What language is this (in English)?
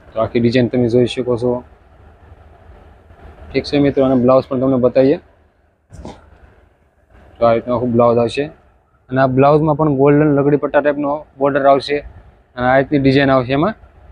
Gujarati